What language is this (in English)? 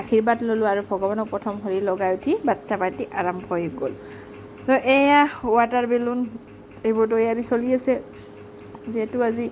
Assamese